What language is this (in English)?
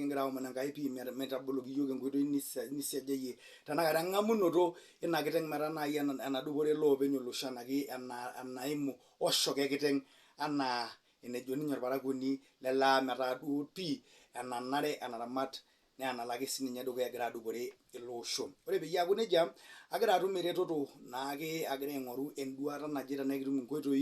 Masai